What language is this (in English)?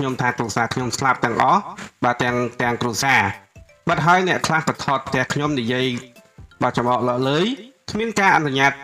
Khmer